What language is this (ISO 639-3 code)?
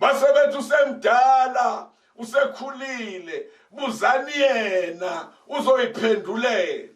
zul